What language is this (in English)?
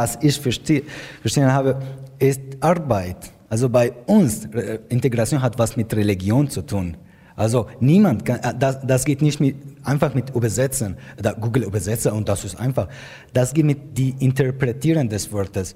German